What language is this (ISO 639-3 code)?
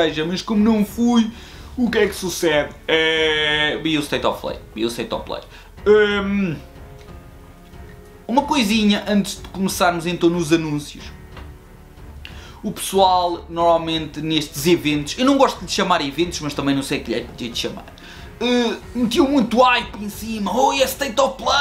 por